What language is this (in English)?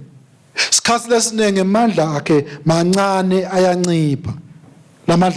Swati